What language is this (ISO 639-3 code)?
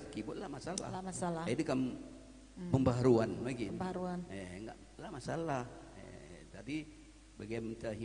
btx